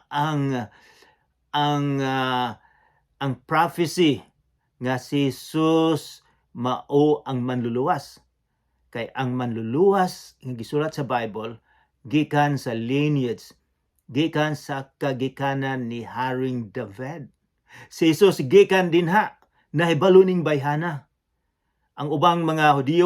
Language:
Cebuano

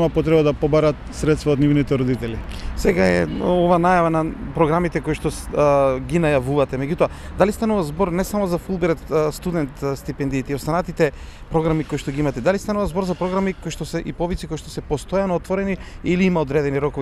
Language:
Macedonian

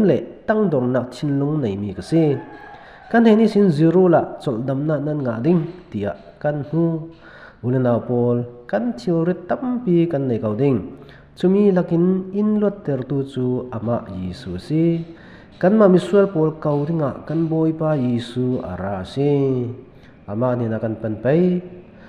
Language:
Falam Chin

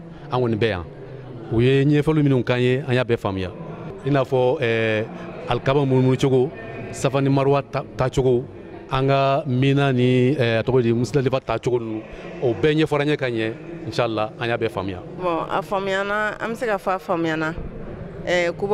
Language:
Bambara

